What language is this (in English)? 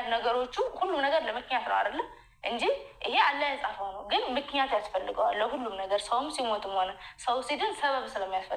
Amharic